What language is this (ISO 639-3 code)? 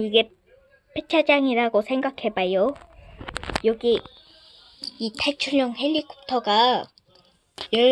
kor